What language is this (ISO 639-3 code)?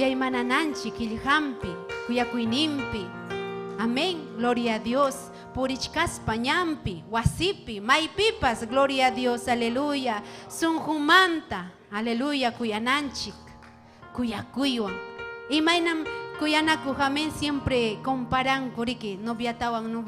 quy